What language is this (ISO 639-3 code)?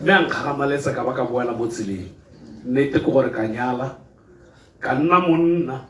tsn